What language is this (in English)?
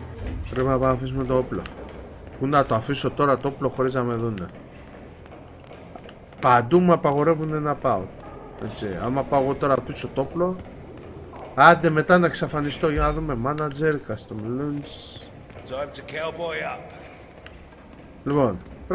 Greek